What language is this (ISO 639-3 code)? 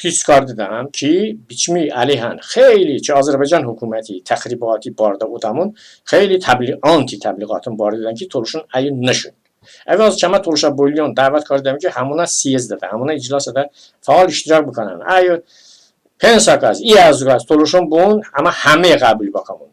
tly